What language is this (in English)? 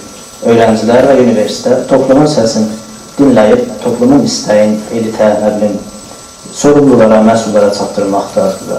South Azerbaijani